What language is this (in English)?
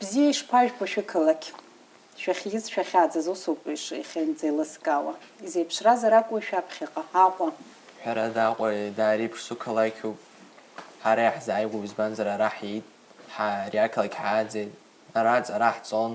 Abkhazian